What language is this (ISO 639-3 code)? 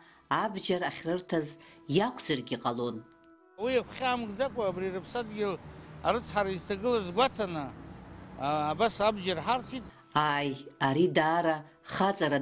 abk